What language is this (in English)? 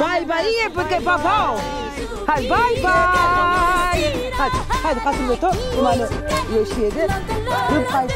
Zaza